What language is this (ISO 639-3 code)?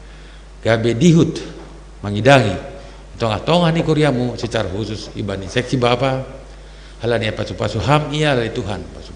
bts